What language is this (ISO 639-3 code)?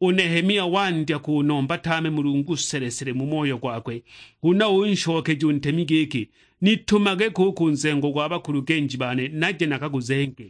suk